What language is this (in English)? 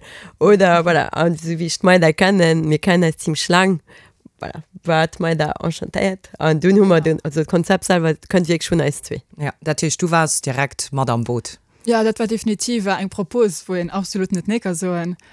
Luxembourgish